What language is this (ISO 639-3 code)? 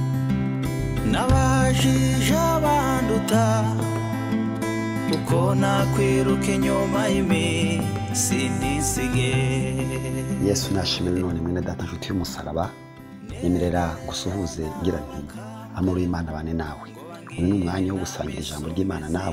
kin